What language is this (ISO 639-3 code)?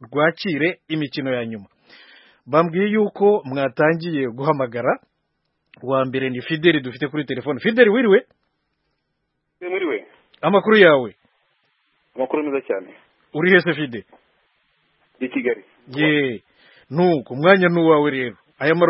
kin